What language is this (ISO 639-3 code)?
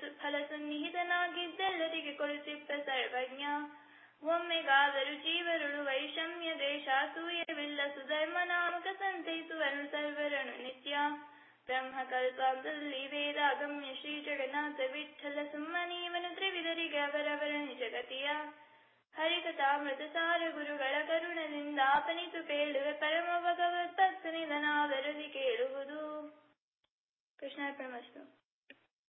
kan